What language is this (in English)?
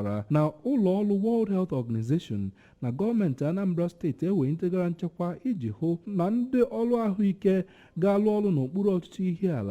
Igbo